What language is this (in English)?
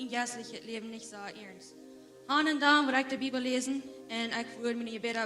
Plautdietsch